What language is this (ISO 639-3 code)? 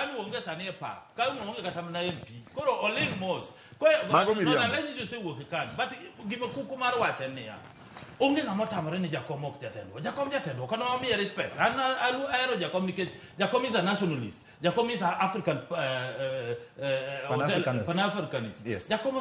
luo